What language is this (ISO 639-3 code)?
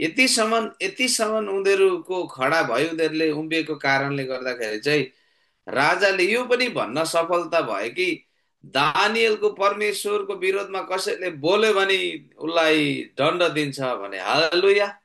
nep